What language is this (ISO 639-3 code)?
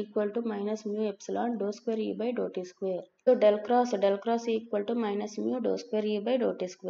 tel